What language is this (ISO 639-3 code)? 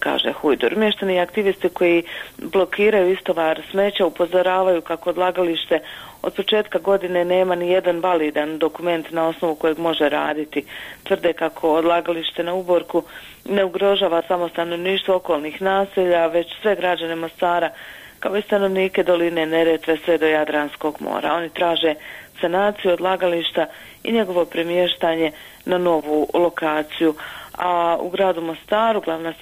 bos